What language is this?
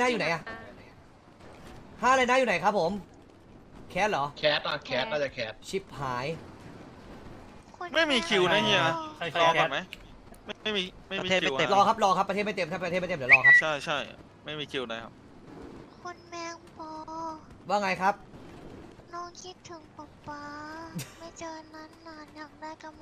Thai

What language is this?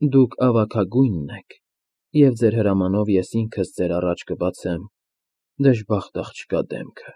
Armenian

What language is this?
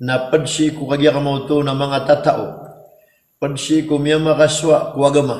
Maranao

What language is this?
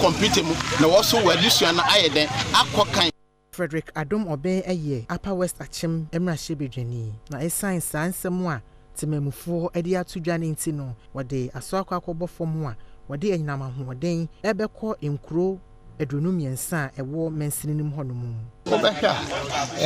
Akan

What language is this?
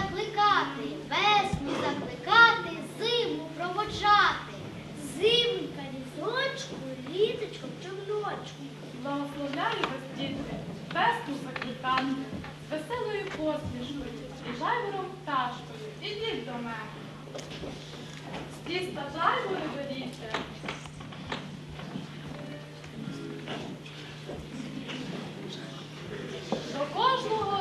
Ukrainian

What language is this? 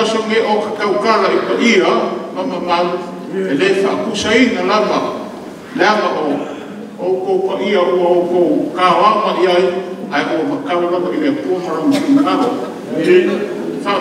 Samoan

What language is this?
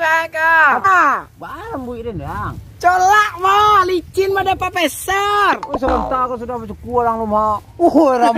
Minangkabau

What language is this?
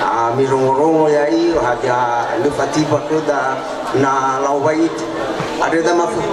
Nias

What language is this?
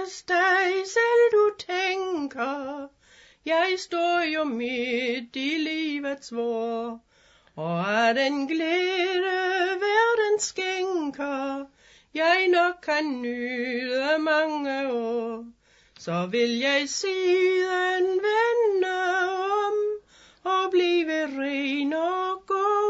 Danish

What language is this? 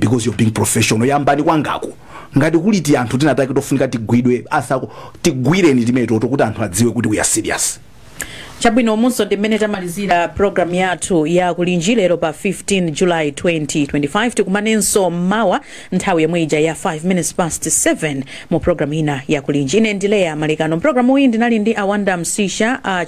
Nyanja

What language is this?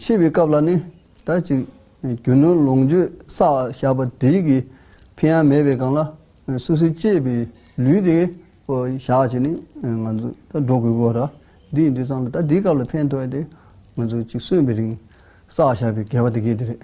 Tibetan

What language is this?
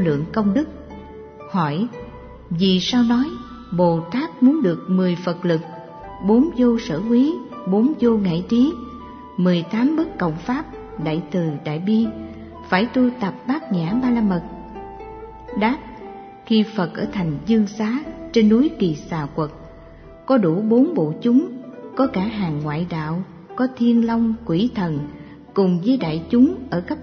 Vietnamese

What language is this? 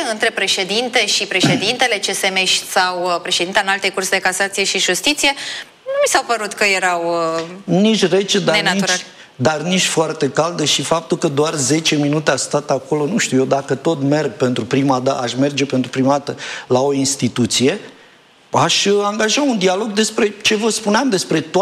Romanian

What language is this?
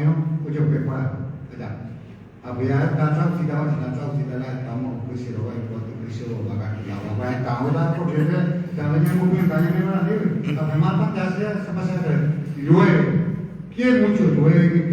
Guarani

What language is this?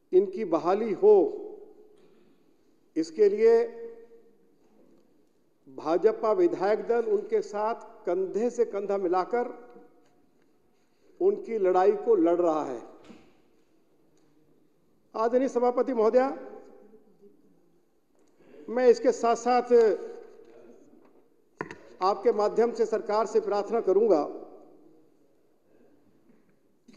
Hindi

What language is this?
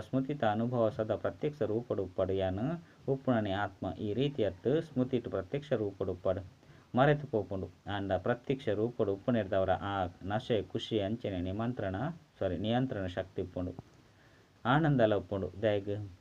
Tulu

